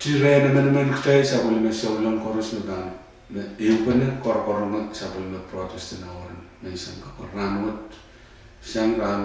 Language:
Pohnpeian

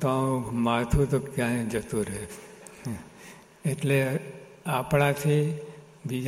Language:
Gujarati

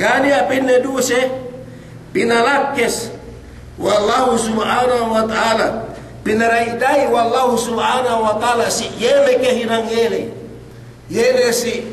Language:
Yakan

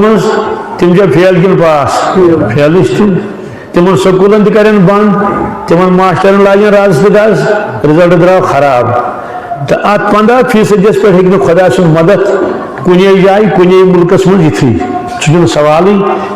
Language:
Kashmiri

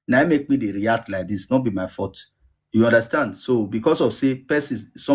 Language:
Nigerian Pidgin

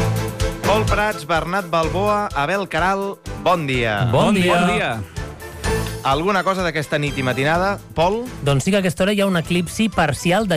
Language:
Catalan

